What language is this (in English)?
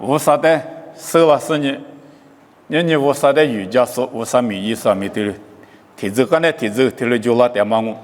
Lisu